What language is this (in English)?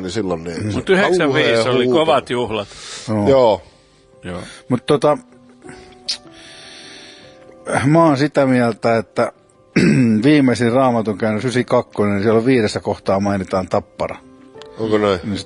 Finnish